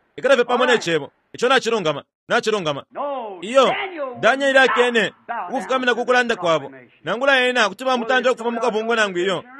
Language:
Bemba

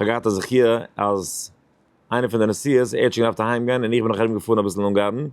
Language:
Yiddish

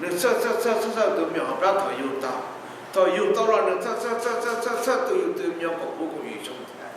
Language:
Hmong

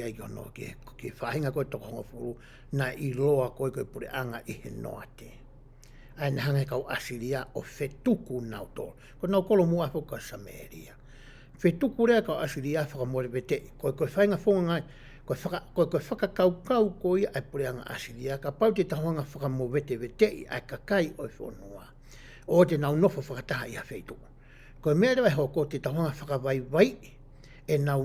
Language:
Tongan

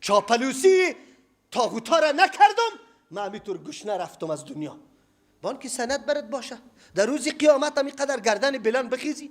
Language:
Persian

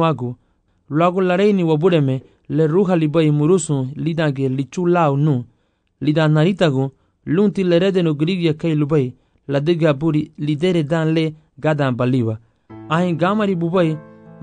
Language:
Garifuna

